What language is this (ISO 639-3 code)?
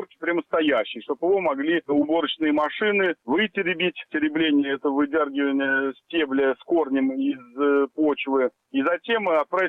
rus